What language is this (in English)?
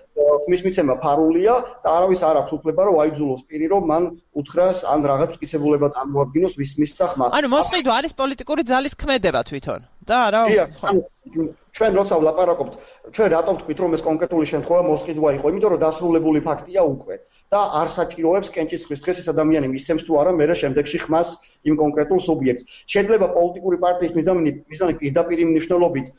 Georgian